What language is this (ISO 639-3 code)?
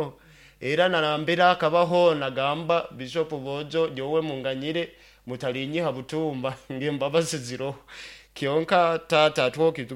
nyo